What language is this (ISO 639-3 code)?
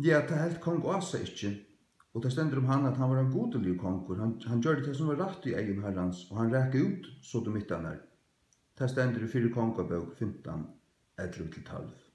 fao